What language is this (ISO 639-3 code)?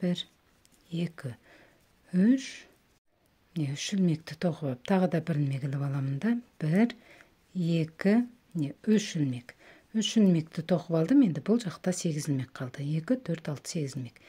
kaz